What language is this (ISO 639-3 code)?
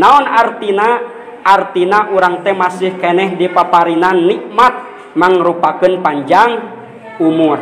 sun